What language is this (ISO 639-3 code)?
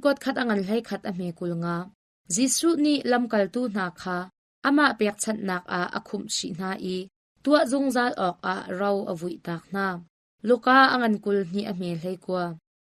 cnh